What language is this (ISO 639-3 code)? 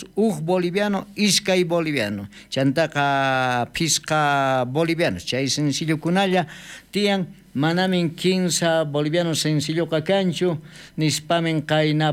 quh